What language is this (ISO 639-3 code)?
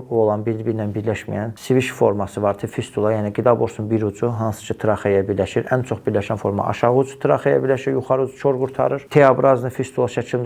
aze